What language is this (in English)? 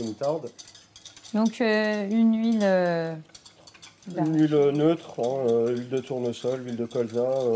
French